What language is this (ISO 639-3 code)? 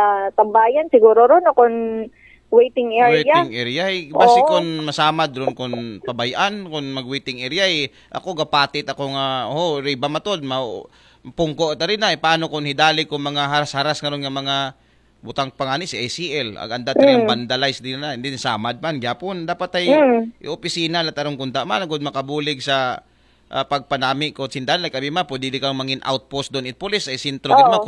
akl